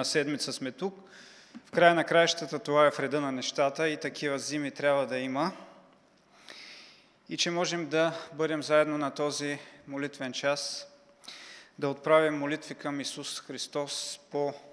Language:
Bulgarian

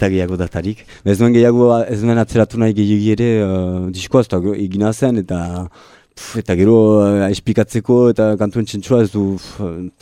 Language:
Basque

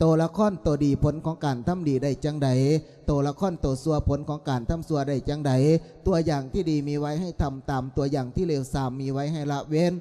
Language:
Lao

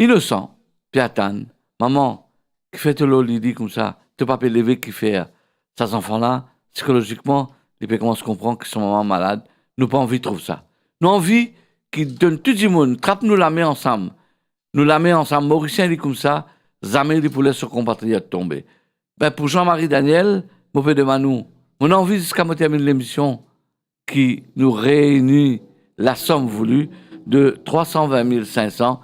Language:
Morisyen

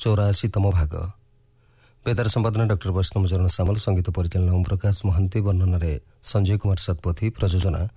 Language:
Odia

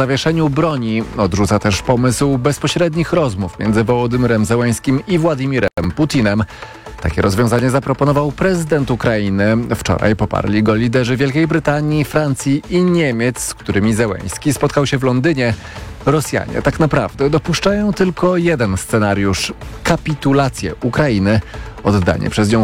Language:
Polish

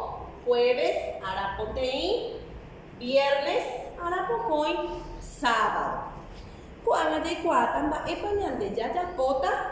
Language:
Guarani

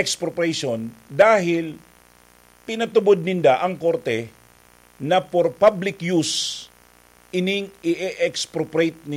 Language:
Bikol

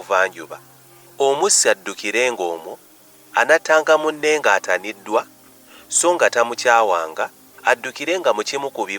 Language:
Ganda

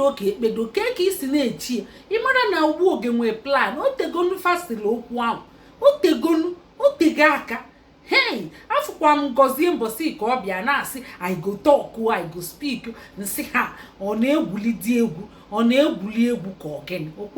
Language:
Igbo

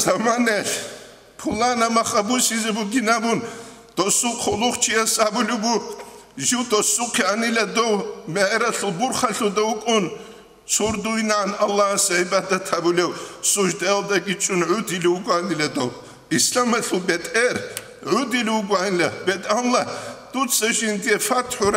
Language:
Avaric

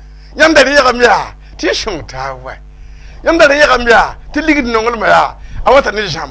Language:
Mossi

